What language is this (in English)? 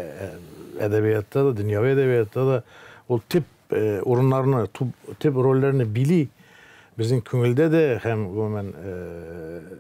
Tatar